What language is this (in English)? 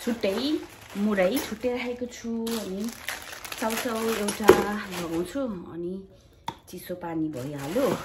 Nepali